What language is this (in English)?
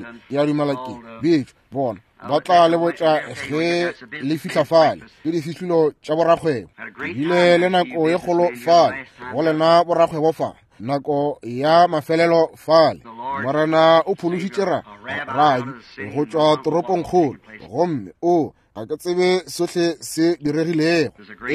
Northern Sotho